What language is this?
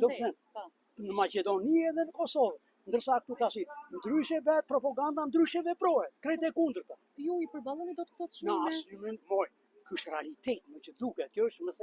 Albanian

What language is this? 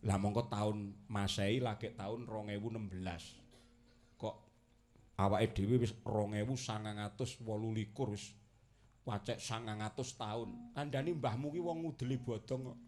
Javanese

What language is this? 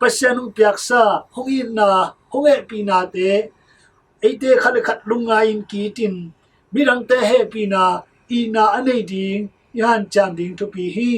Tedim Chin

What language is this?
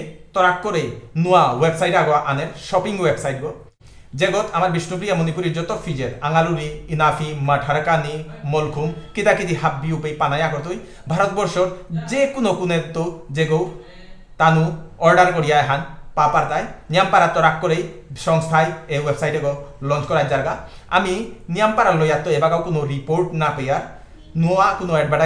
Bishnupriya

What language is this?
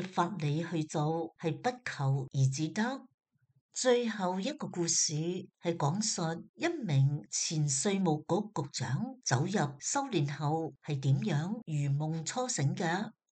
Cantonese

